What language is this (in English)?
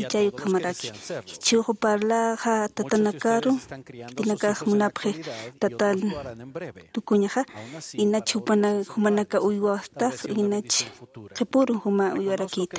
Aymara